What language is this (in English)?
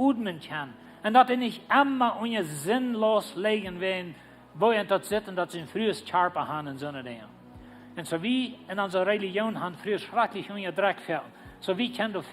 Plautdietsch